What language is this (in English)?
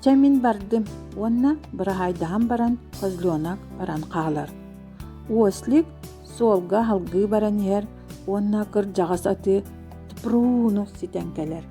Yakut